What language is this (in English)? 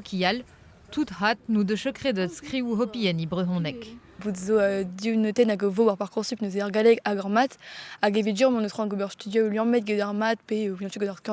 Breton